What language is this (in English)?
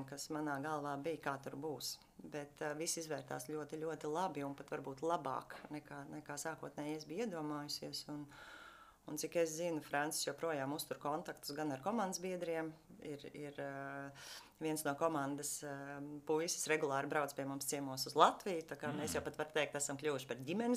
Latvian